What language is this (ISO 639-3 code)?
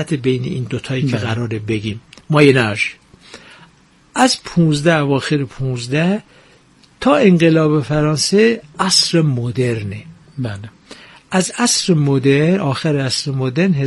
fas